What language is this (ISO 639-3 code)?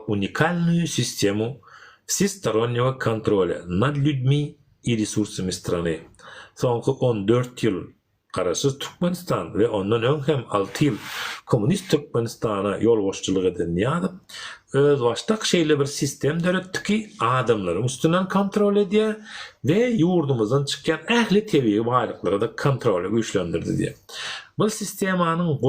tuk